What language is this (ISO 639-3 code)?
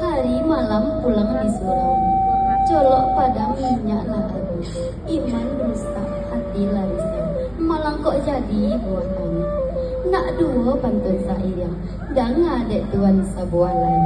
min